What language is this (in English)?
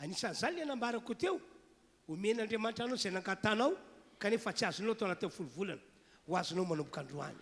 Malagasy